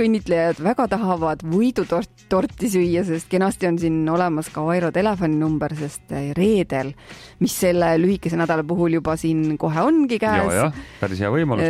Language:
Estonian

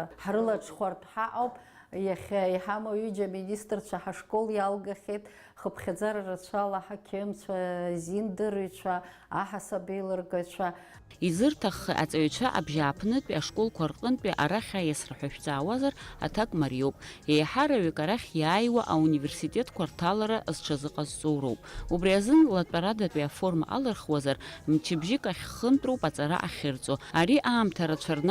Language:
Abkhazian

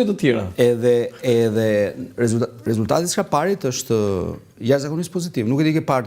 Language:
Albanian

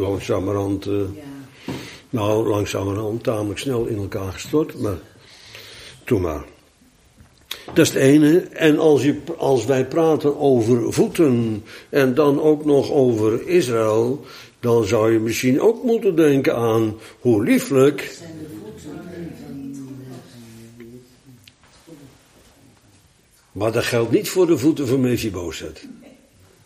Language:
Dutch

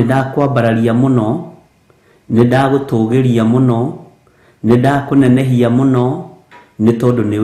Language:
Kikuyu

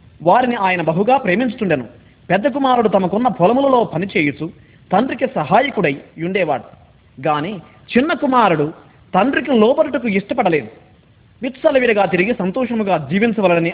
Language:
Telugu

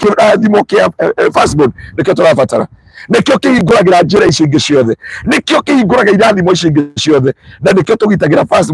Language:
Kikuyu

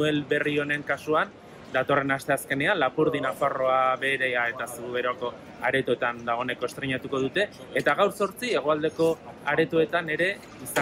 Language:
Basque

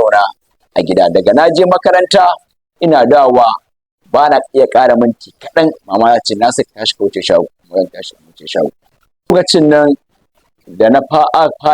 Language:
Hausa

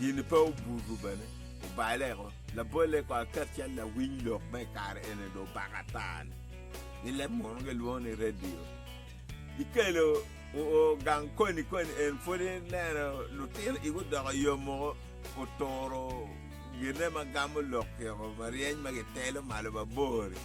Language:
Acoli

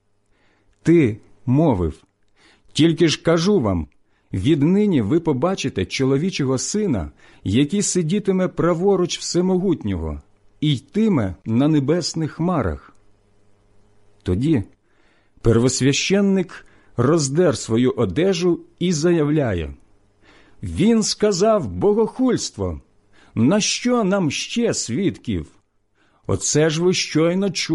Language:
Ukrainian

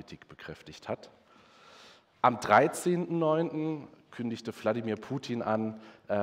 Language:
German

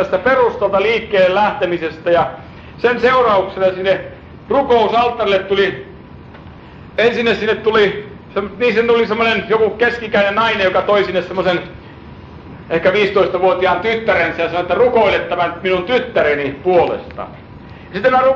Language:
Finnish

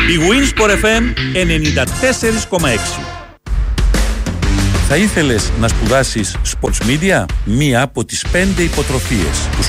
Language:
Greek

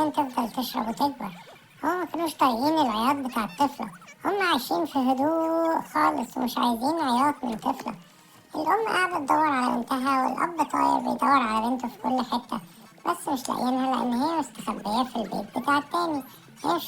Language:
Egyptian Arabic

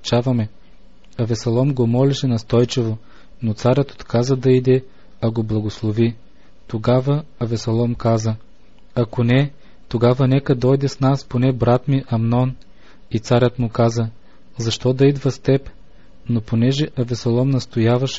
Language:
Bulgarian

